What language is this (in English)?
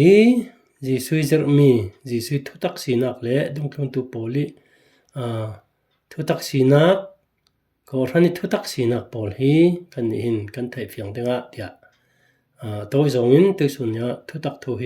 Falam Chin